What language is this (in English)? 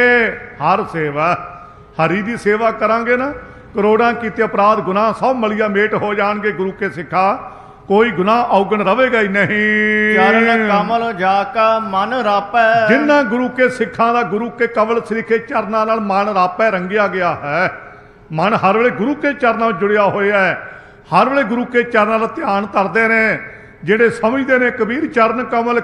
Punjabi